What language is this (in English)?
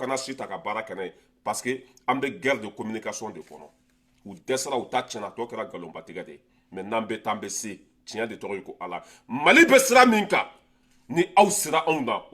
Bambara